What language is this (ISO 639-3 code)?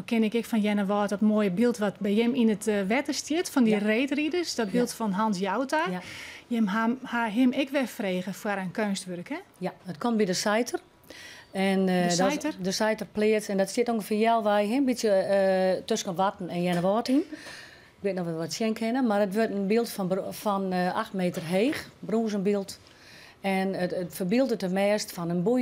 fry